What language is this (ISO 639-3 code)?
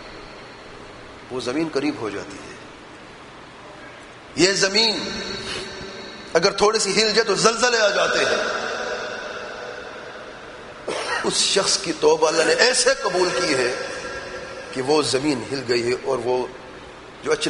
urd